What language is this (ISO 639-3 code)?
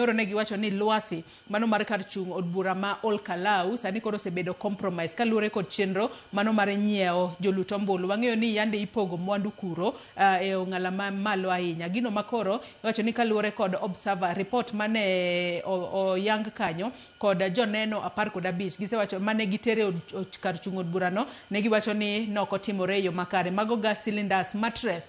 luo